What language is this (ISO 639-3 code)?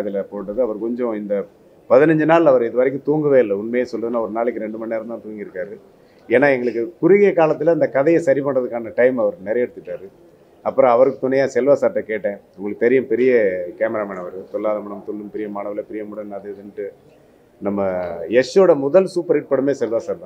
tam